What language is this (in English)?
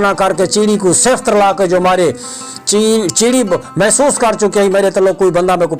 Saraiki